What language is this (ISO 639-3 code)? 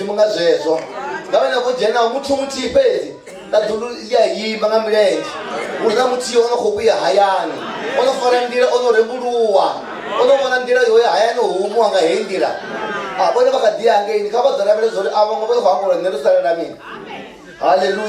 ven